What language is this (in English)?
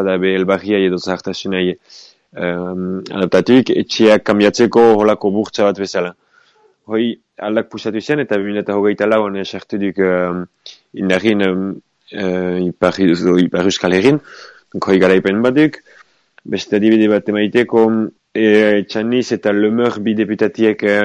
Basque